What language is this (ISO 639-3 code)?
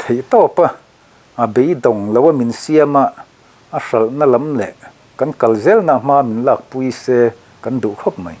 lus